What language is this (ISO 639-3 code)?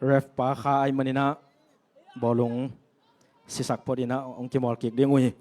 ctd